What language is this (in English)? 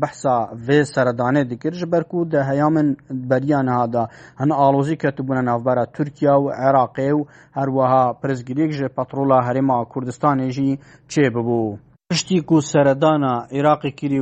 Kurdish